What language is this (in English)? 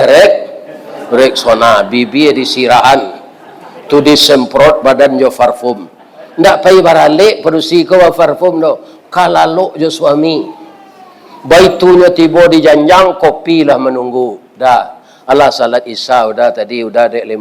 Minangkabau